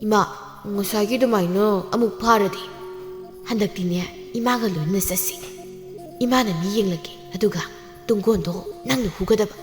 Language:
Manipuri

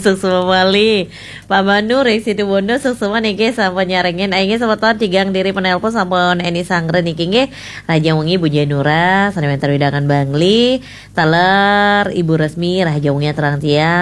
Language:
Balinese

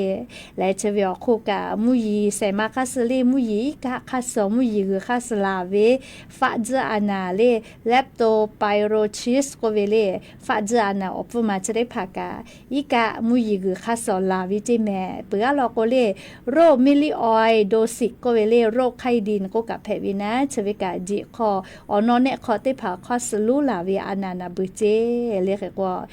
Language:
Lahu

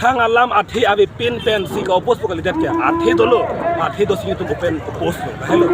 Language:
Karbi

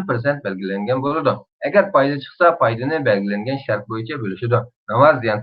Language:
Uyghur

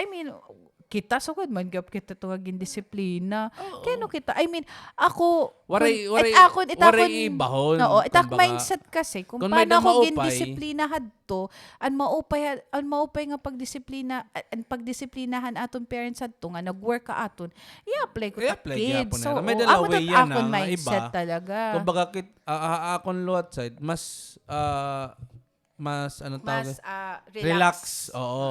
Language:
Waray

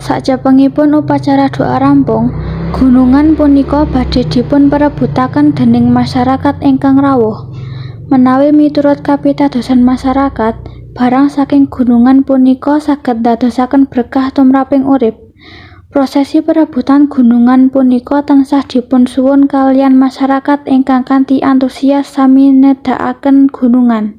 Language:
Javanese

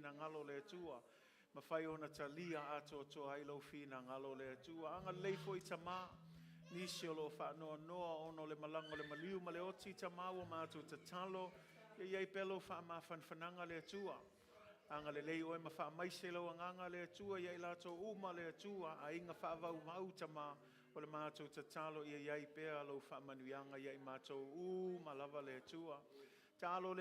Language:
Samoan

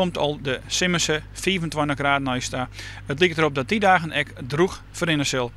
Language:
Western Frisian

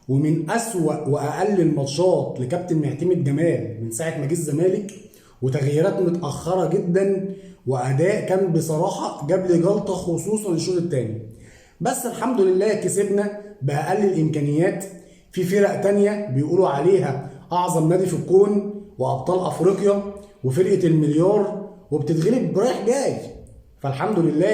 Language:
Egyptian Arabic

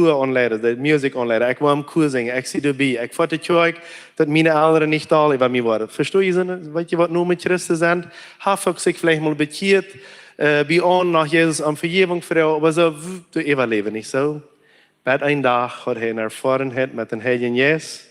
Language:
Plautdietsch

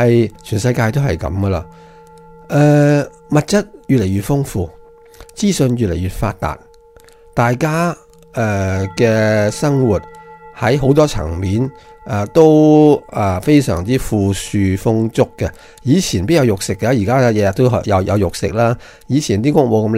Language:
Cantonese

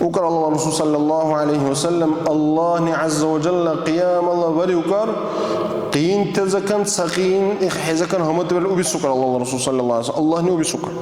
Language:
Dargwa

